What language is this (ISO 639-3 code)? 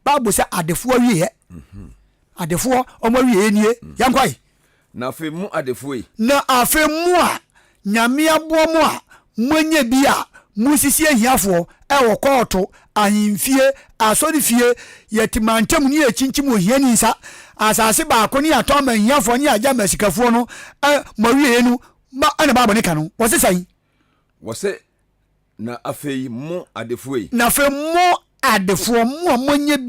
aka